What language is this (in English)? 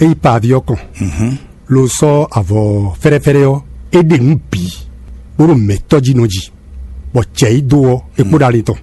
Fon